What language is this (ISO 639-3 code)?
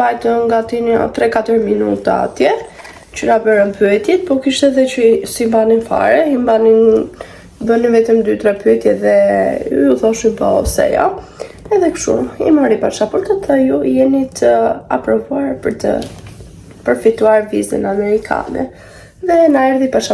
sqi